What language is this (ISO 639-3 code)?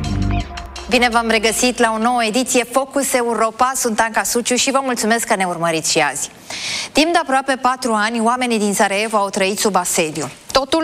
ron